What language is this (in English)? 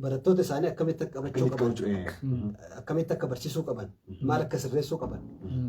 Oromo